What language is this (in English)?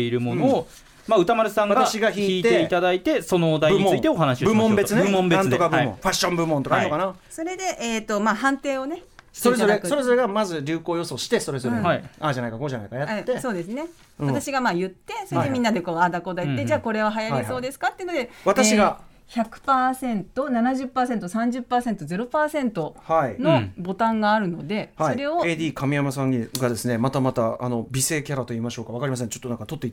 Japanese